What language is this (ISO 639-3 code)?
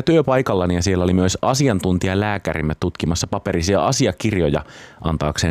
fin